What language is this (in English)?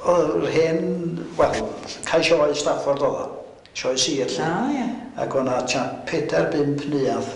Welsh